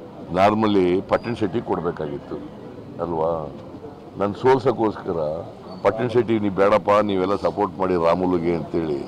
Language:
Kannada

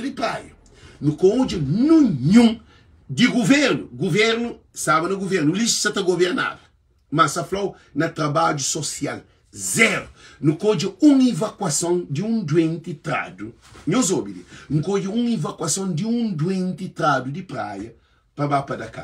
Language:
Kabuverdianu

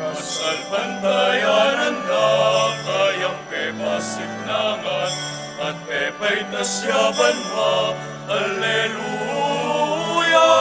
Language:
Pampanga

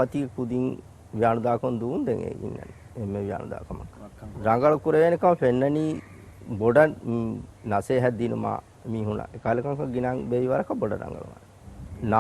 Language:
Divehi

